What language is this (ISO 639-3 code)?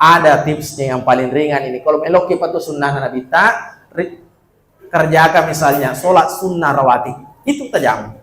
bug